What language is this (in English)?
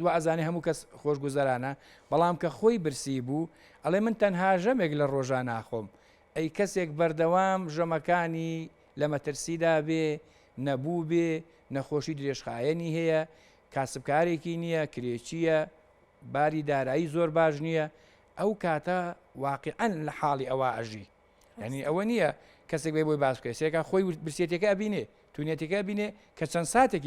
Central Kurdish